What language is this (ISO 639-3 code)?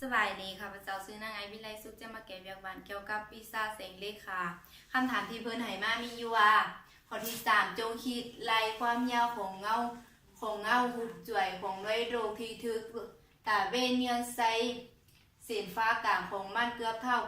lao